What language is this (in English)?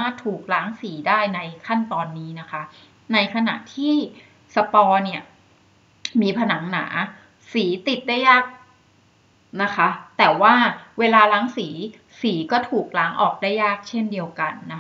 Thai